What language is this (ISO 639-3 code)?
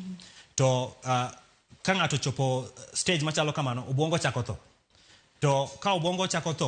luo